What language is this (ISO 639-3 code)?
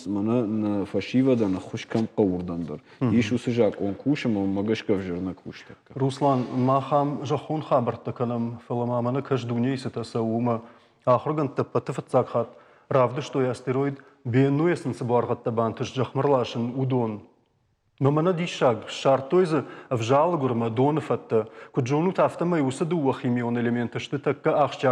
oss